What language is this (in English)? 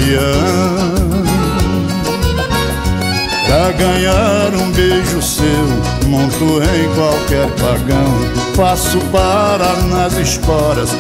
Portuguese